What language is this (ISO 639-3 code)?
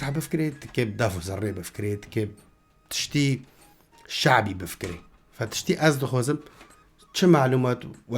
kur